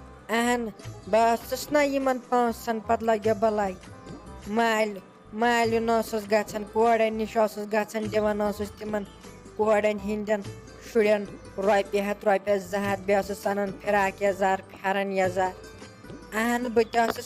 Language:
Kashmiri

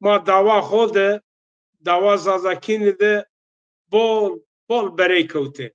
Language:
Zaza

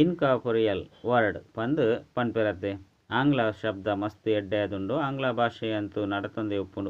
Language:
Tulu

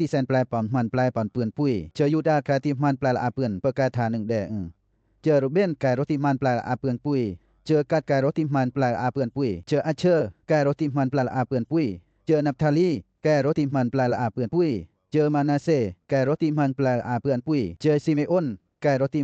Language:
Western Lawa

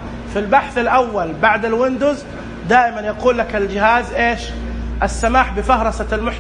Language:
Najdi Arabic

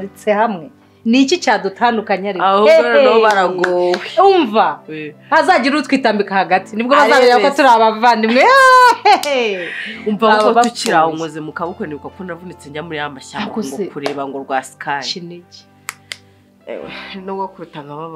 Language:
Kinyarwanda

